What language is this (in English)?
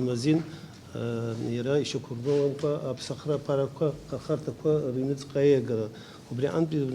Abkhazian